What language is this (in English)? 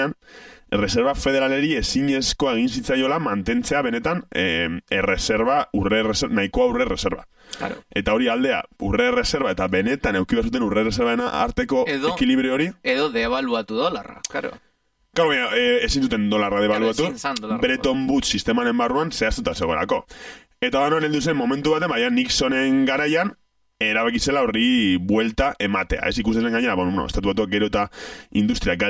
Basque